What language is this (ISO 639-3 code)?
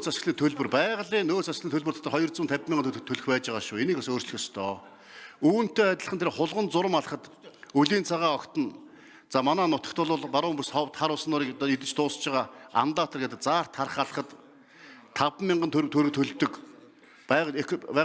mon